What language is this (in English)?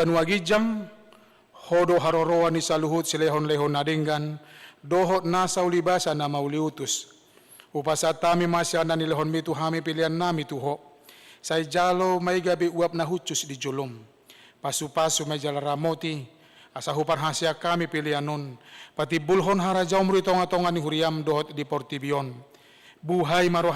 Batak Toba